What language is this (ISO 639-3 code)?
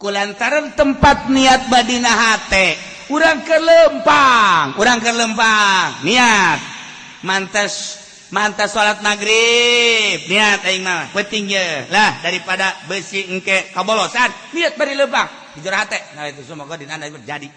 sun